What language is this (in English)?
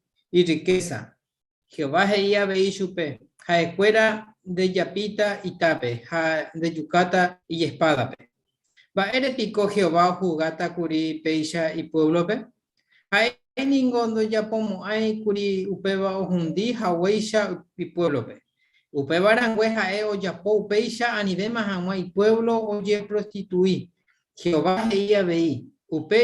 Guarani